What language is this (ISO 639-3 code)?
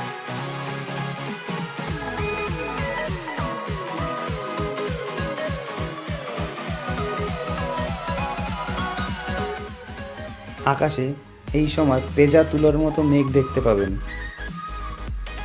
ben